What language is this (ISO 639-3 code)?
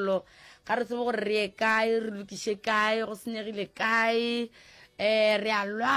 nso